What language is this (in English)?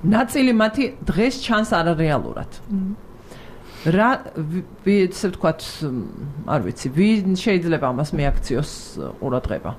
Georgian